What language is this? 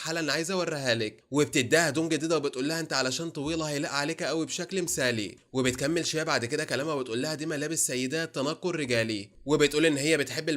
Egyptian Arabic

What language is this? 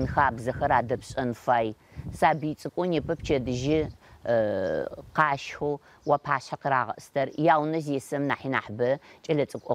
Adyghe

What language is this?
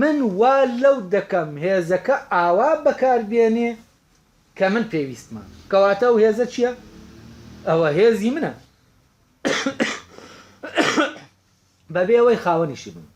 Central Kurdish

